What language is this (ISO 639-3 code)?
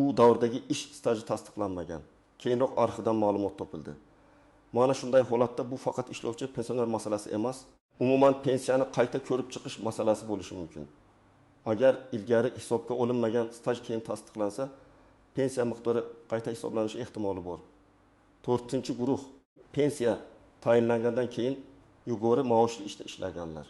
uzb